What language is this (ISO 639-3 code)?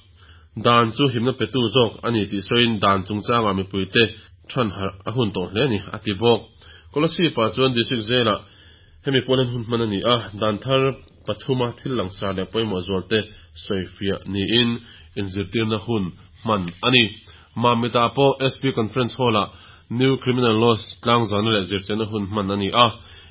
lus